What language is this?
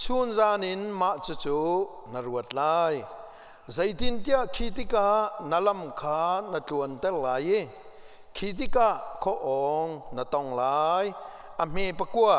Hakha Chin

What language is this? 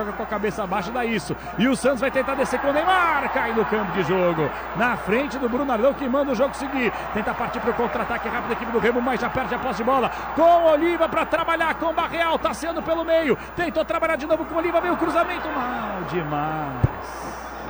Portuguese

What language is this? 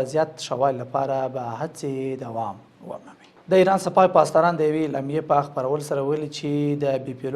Pashto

